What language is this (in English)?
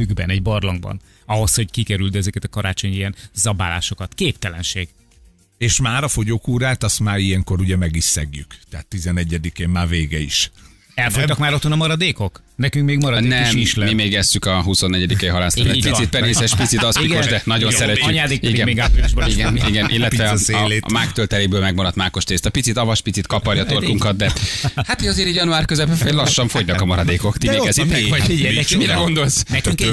Hungarian